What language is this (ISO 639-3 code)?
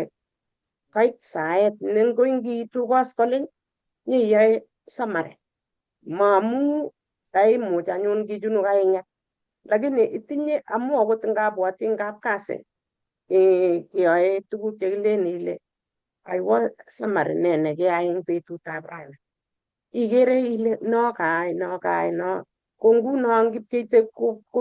kln